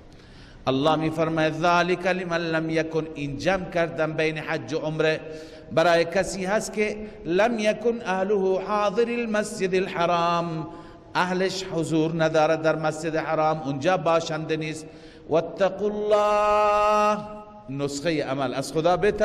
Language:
Persian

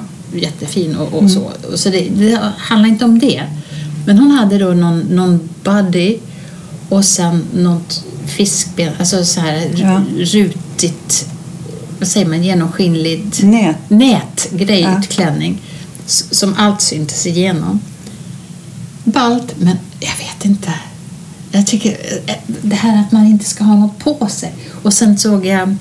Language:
Swedish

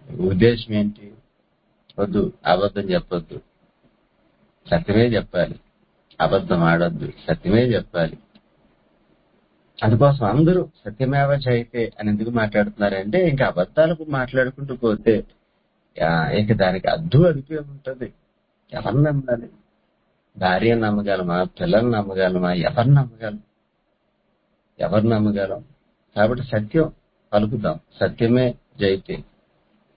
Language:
Telugu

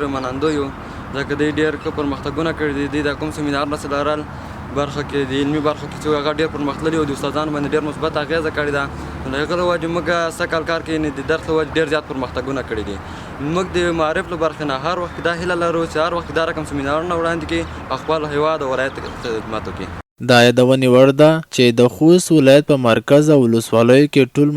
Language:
Pashto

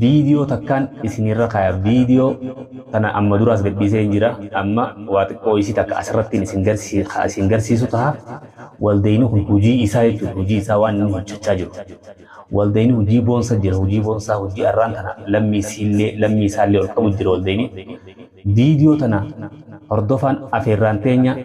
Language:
Oromo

